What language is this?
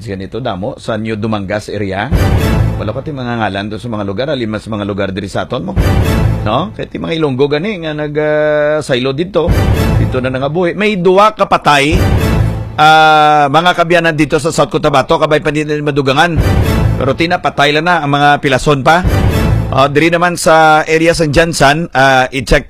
Hiligaynon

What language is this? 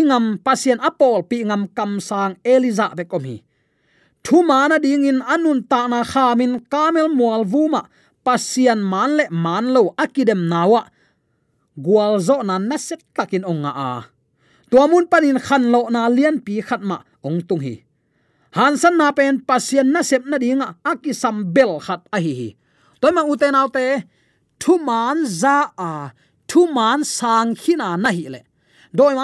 Tedim Chin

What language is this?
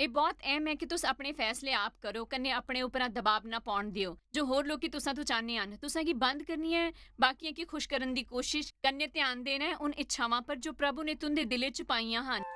Dogri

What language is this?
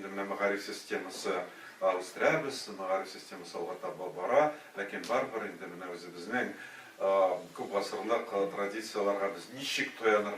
Tatar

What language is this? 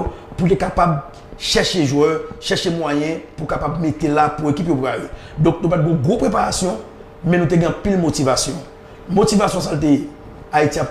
Haitian Creole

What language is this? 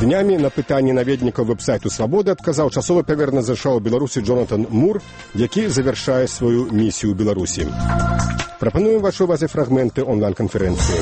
Belarusian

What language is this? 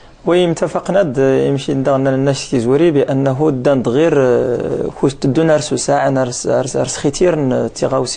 Moroccan Arabic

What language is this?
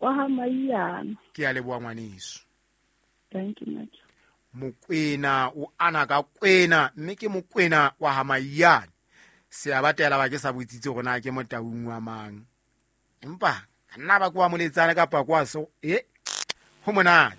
Southern Sotho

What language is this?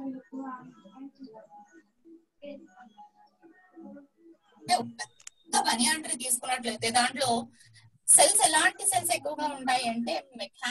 Telugu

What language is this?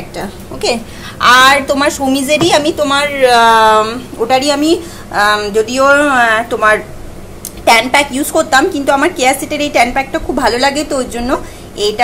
Bangla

